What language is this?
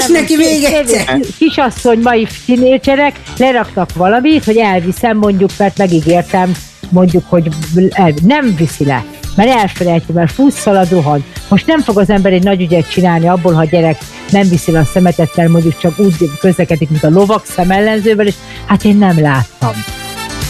Hungarian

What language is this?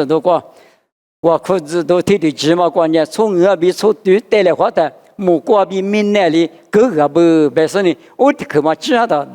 Lisu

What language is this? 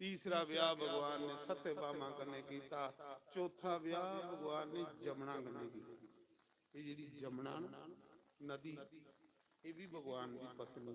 Dogri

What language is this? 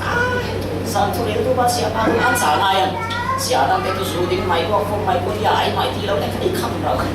Falam Chin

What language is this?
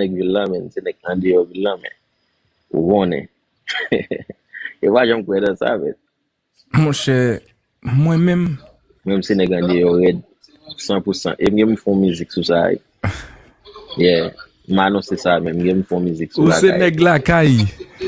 Haitian Creole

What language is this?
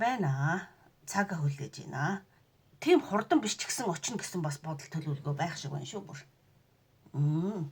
Mongolian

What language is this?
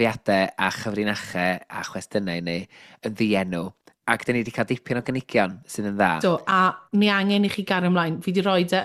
Welsh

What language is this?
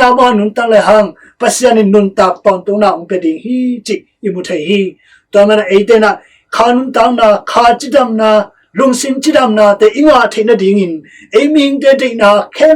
Tedim Chin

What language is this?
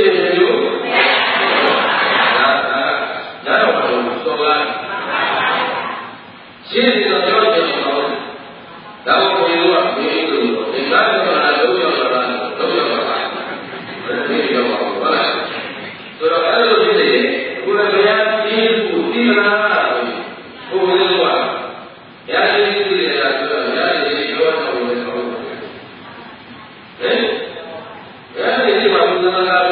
Burmese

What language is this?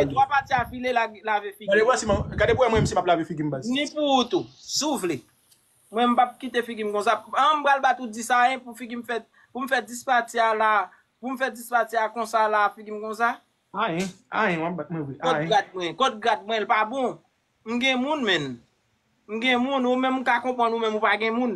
Haitian Creole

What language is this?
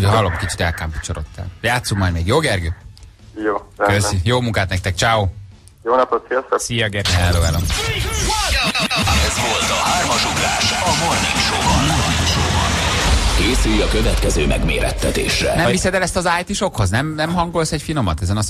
Hungarian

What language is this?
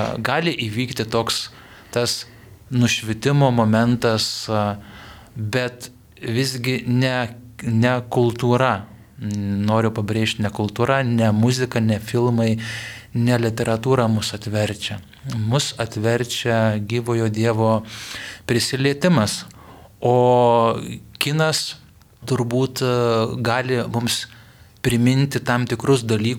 Lithuanian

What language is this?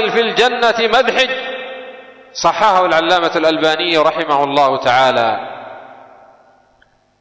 Arabic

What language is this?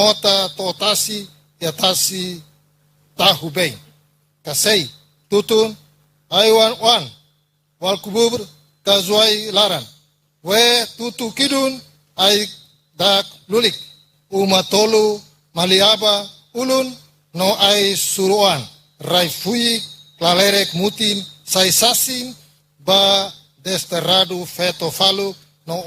Tetum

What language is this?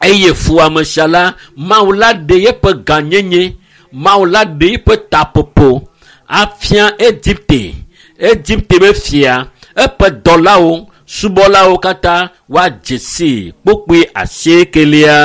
Ewe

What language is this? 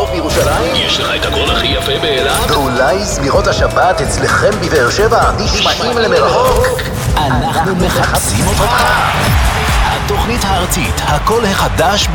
Hebrew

